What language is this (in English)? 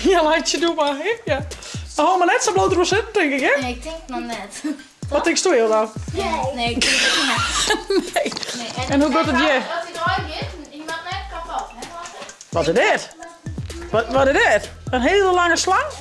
Western Frisian